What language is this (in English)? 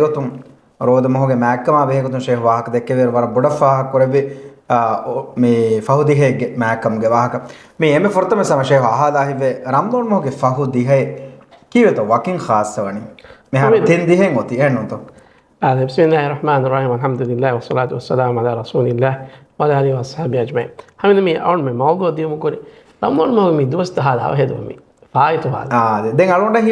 Divehi